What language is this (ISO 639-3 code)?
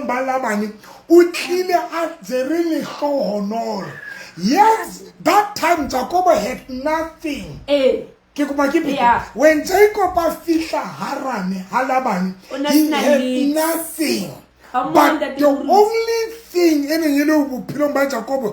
sot